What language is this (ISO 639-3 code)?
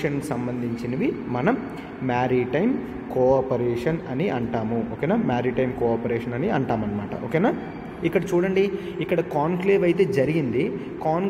tel